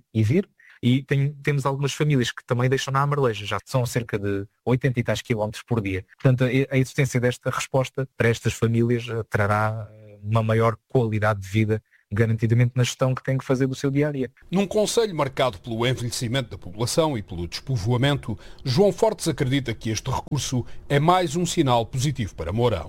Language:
Portuguese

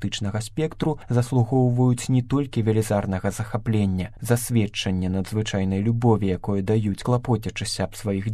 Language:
Belarusian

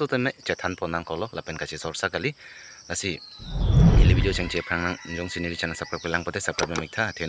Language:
Karbi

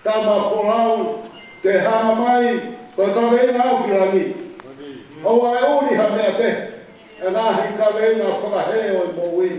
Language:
Tongan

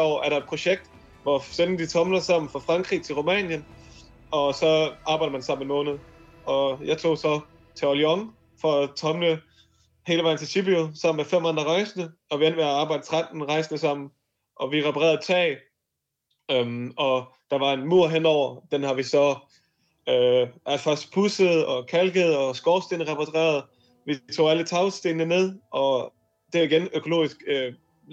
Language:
Danish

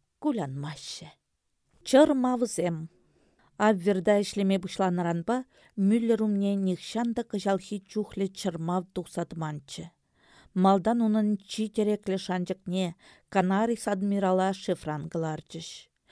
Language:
Chuvash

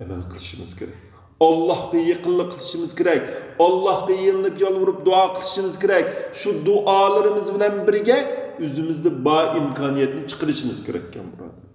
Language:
Uyghur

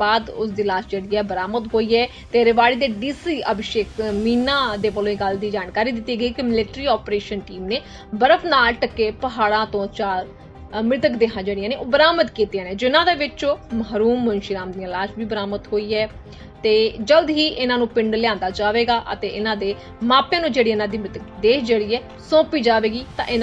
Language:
Punjabi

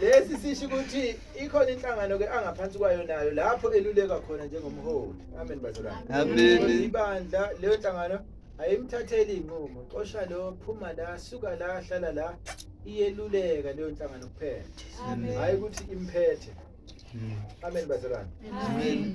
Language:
Zulu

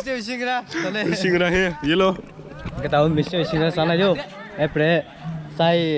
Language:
Kok Borok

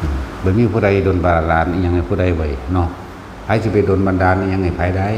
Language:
Northeastern Thai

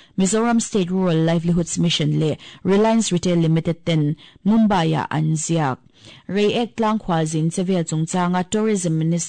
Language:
Mizo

